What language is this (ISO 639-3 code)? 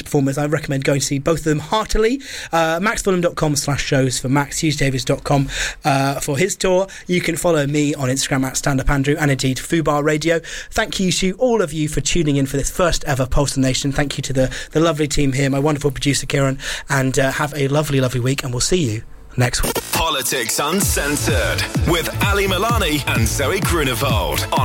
eng